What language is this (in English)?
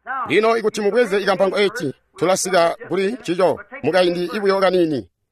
Tonga (Zambia)